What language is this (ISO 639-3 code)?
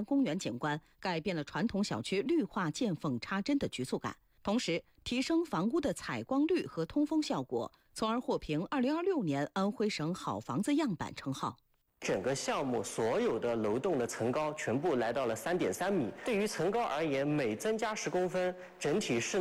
zho